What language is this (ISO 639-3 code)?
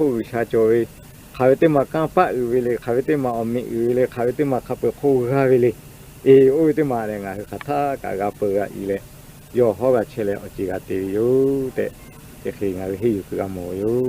lhu